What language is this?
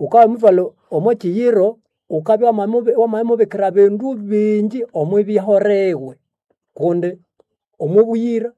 Nande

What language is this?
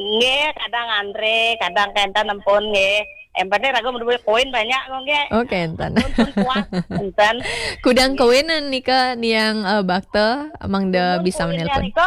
Balinese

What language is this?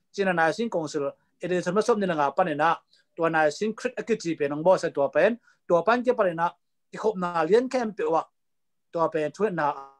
Tedim Chin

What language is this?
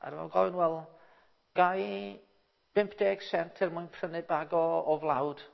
Welsh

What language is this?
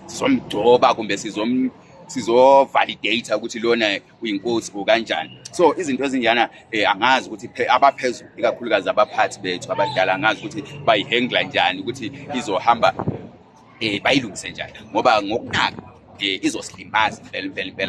Zulu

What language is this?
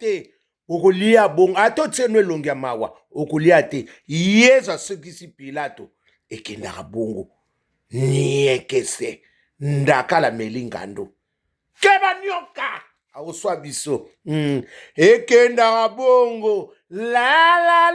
Lingala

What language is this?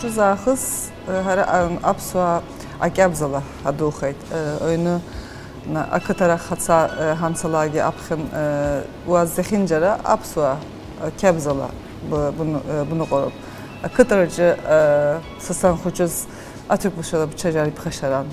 Abkhazian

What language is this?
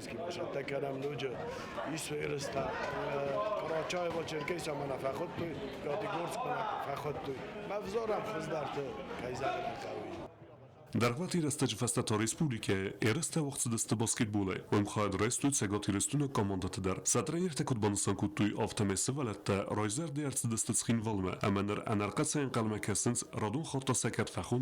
Ossetic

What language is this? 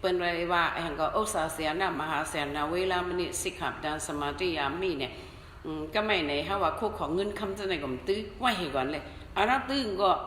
Shan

